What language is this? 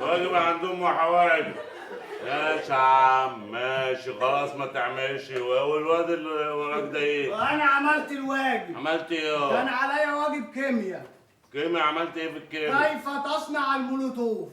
Egyptian Arabic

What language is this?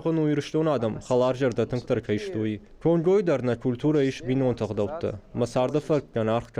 Ossetic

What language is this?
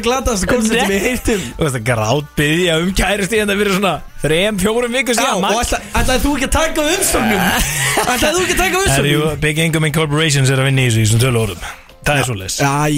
Icelandic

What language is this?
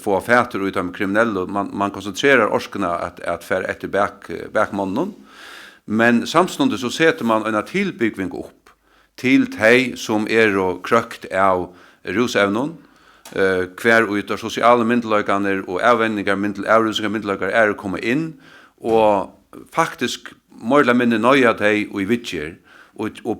Faroese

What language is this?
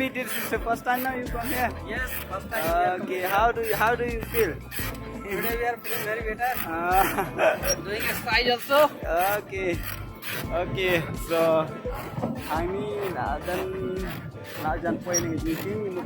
Khasi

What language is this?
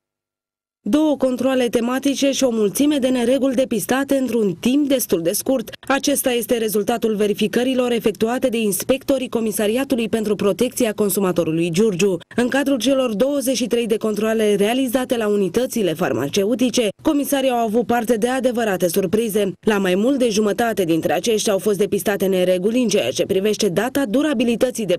Romanian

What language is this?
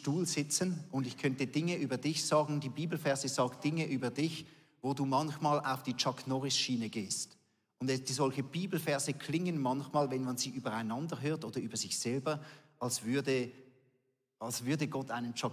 Swiss German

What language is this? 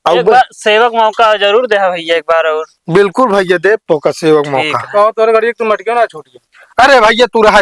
Awadhi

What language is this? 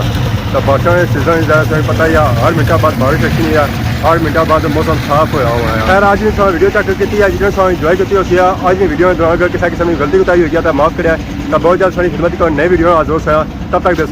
Pahari-Potwari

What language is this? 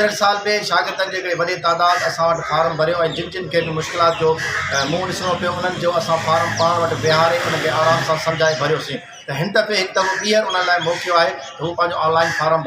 Sindhi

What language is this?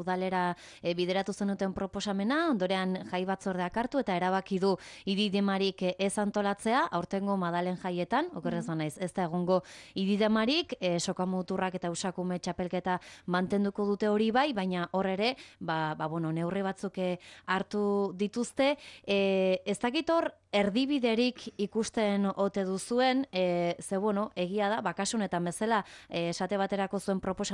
Basque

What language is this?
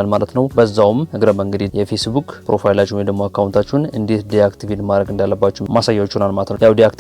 Amharic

